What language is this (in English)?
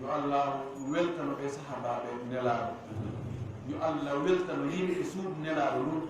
Fula